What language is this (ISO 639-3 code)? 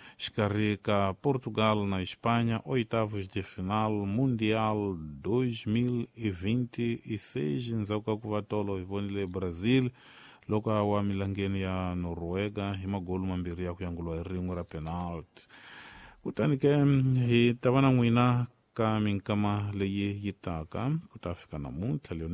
tso